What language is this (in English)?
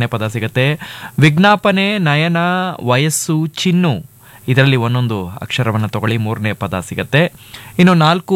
Kannada